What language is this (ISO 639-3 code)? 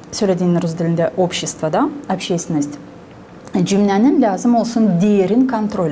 gag